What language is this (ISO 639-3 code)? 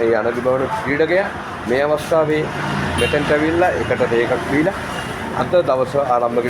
sin